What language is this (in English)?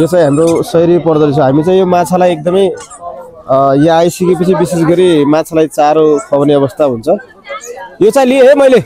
Nepali